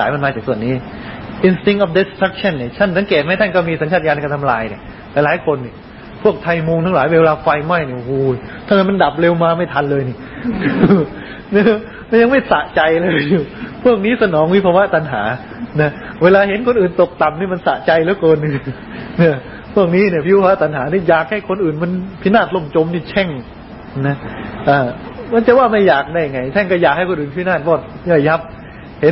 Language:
Thai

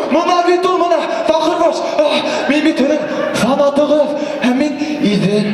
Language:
Bashkir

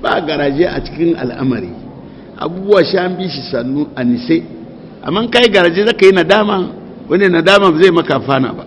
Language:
Hausa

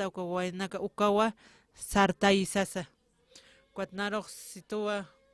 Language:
Aymara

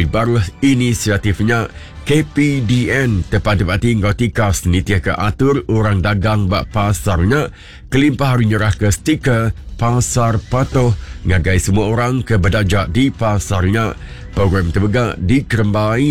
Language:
Iban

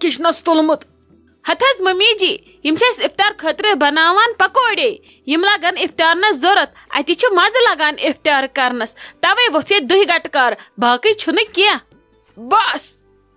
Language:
Kashmiri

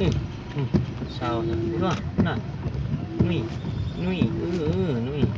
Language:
Lao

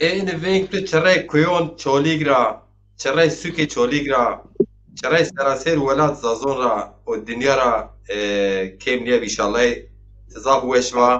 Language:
Zaza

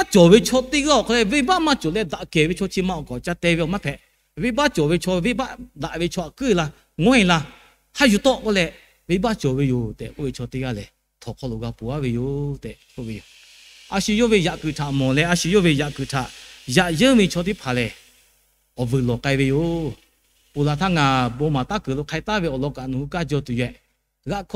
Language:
Lahu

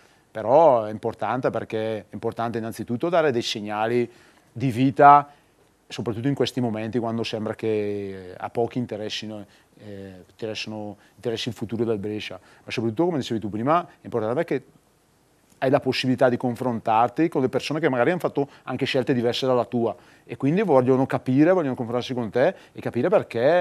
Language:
Italian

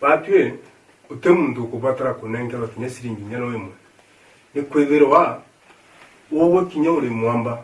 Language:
Meru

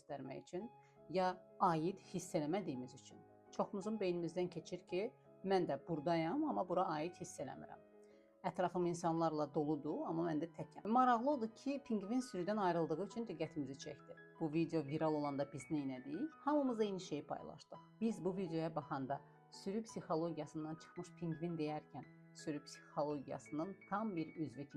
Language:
Azerbaijani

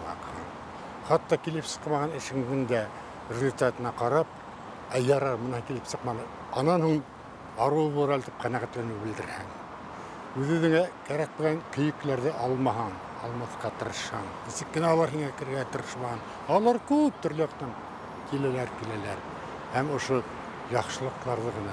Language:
Bashkir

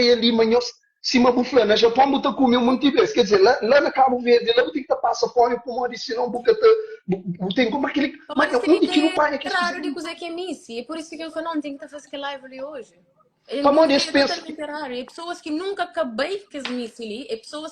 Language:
Kabuverdianu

